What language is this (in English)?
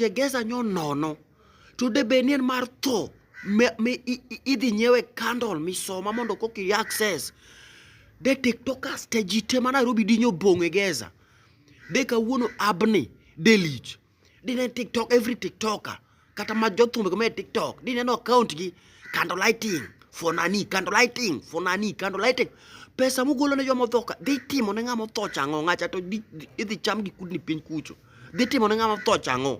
Luo (Kenya and Tanzania)